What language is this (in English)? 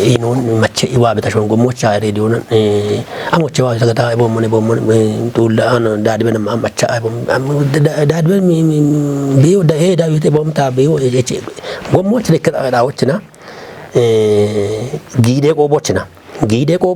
Kafa